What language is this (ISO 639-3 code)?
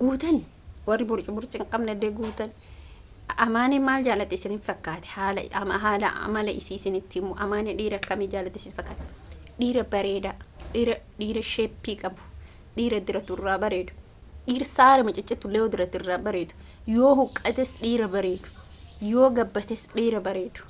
orm